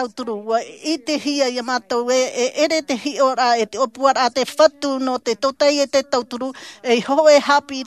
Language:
Tahitian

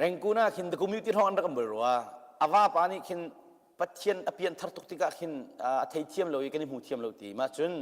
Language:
Hakha Chin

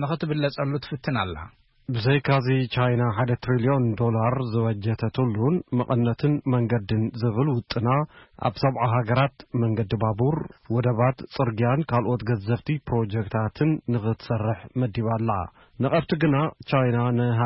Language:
Tigrinya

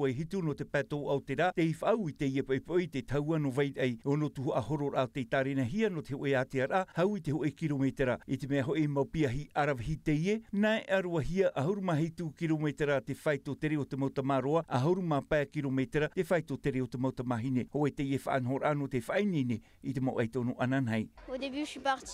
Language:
Tahitian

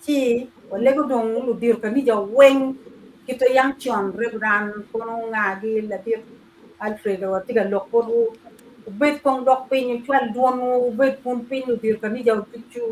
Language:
Acoli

